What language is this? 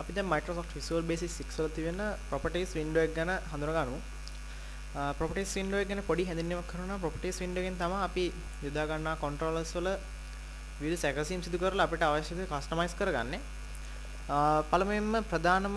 Sinhala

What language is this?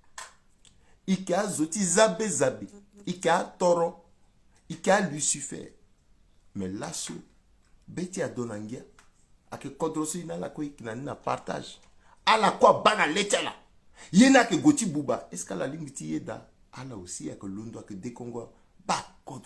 Sango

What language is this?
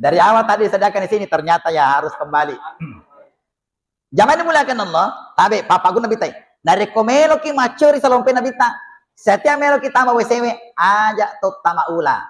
Buginese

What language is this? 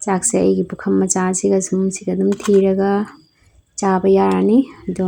Manipuri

